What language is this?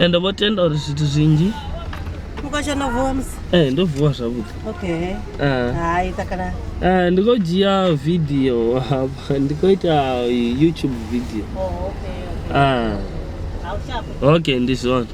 Venda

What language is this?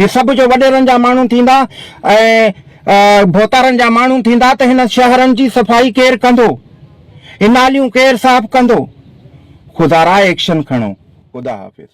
Sindhi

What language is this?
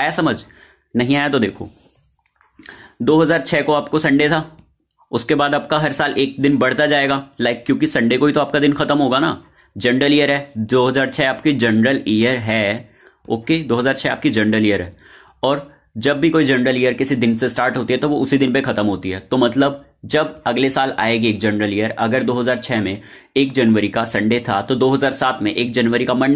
Hindi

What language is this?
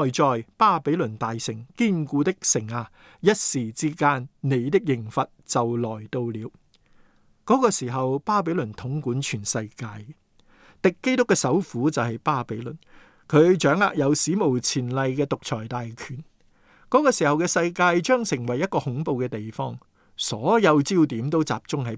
Cantonese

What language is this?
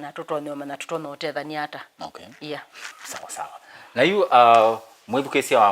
Kamba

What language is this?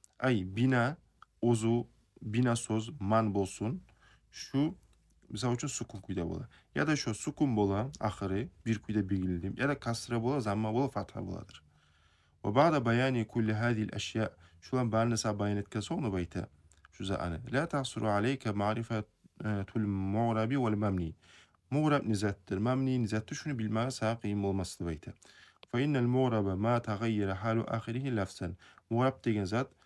Kumyk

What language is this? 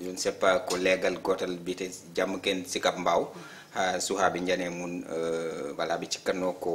Fula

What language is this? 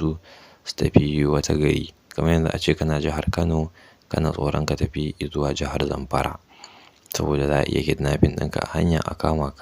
Hausa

